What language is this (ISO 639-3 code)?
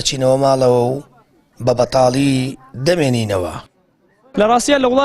ckb